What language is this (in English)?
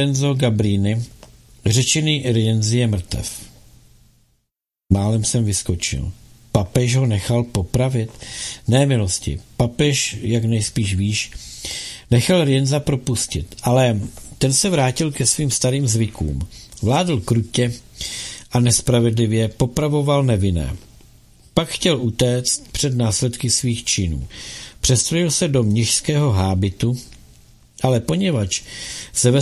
Czech